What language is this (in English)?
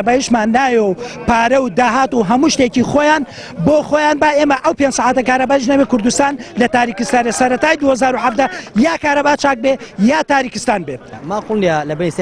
Central Kurdish